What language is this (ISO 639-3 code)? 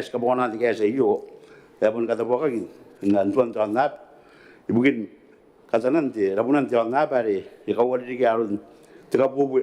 gil